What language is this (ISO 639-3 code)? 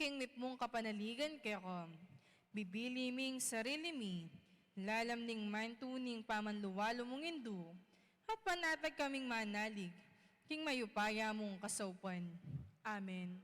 pam